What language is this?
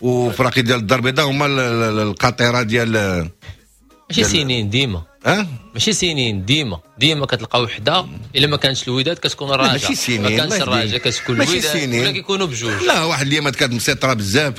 Moroccan Arabic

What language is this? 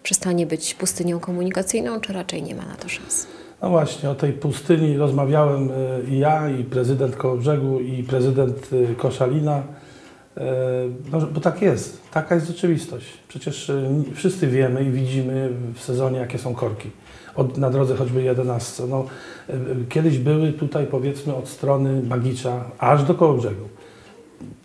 Polish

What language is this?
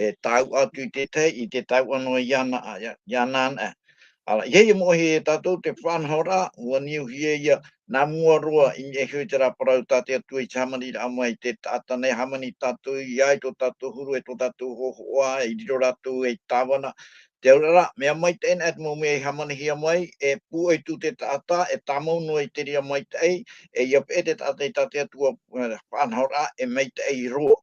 Tahitian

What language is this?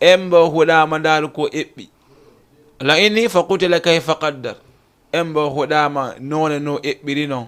Fula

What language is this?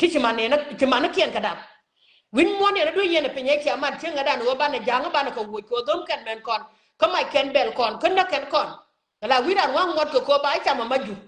Nuer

